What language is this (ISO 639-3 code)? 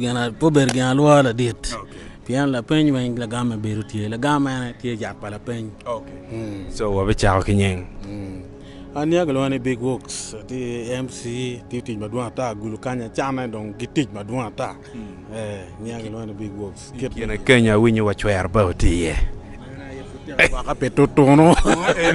ach